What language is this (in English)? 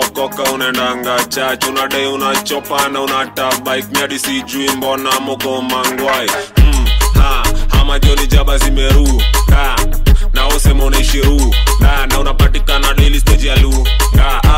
Swahili